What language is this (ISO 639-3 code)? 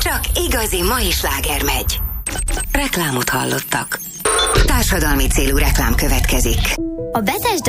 hun